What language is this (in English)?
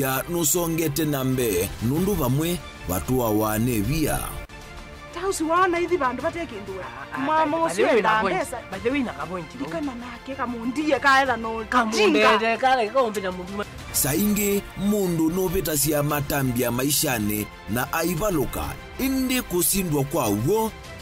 Kamba